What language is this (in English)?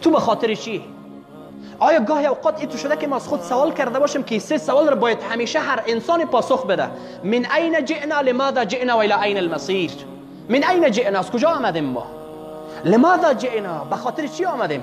Persian